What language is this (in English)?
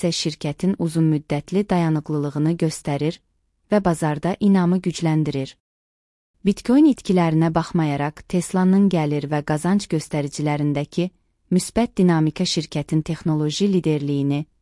Azerbaijani